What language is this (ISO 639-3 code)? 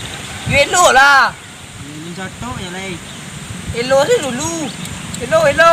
min